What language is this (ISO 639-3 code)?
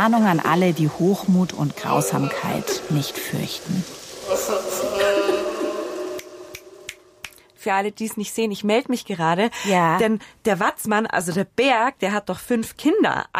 deu